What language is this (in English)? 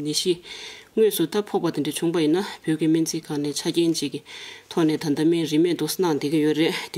Tibetan